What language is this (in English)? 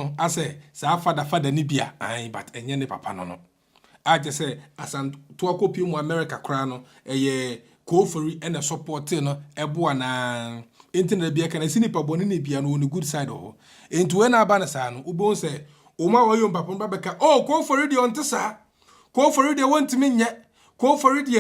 Akan